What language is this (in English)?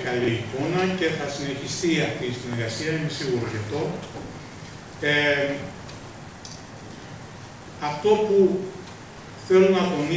Greek